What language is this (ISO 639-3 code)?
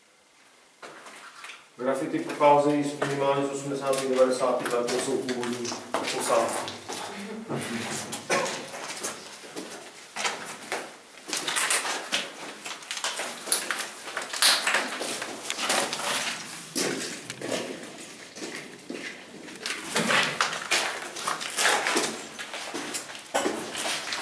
ces